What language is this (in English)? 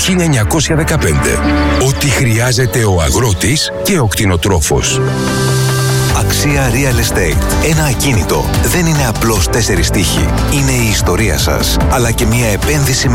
Greek